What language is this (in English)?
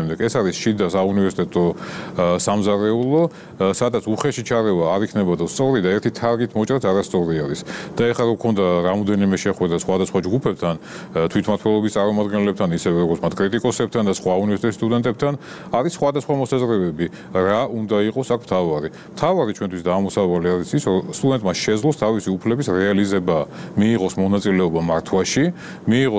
Georgian